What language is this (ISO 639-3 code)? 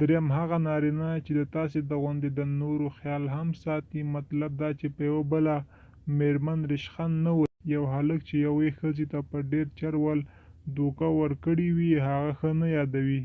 pus